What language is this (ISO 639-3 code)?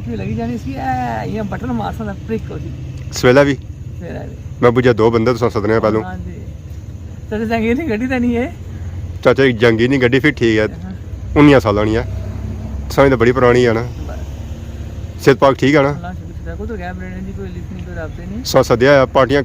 phr